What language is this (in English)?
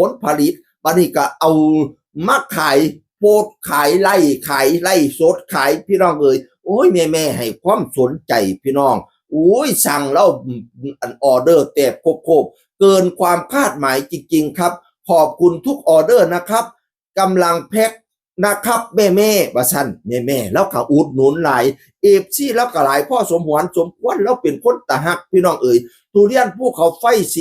Northeastern Thai